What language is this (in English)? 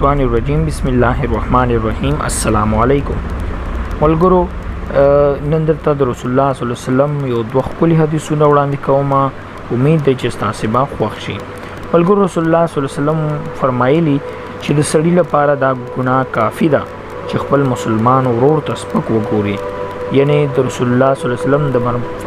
Pashto